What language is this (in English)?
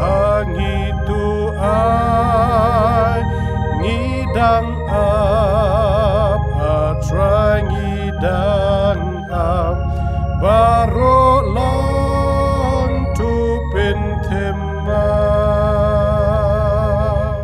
Khasi